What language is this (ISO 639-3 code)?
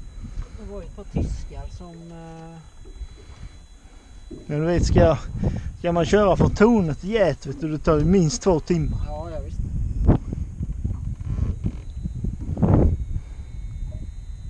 swe